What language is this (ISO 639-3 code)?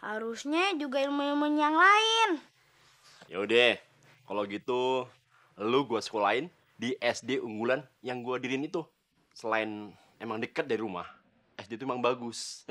bew